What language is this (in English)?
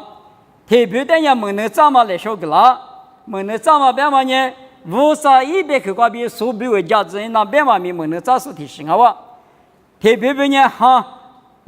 Lisu